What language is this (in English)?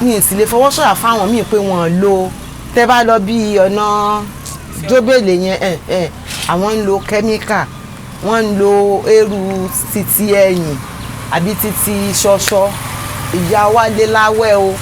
Yoruba